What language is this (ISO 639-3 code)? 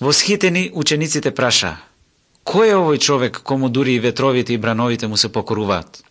mkd